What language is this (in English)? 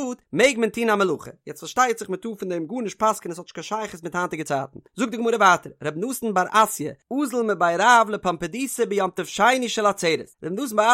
Yiddish